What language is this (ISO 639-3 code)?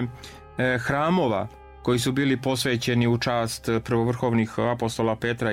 srp